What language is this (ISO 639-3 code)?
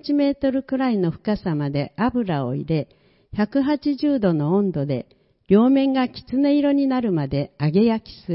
jpn